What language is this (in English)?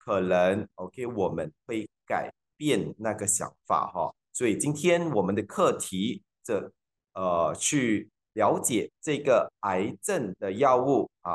Chinese